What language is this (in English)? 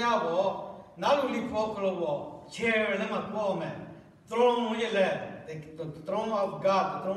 Lahu